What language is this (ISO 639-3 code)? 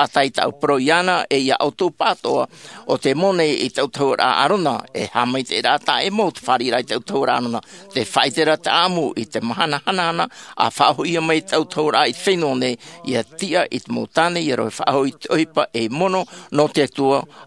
tah